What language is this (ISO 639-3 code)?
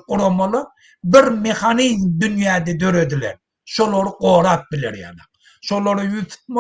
tuk